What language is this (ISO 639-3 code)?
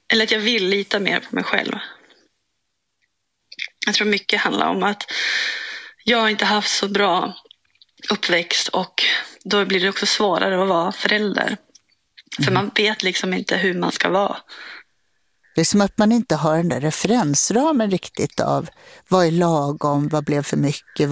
swe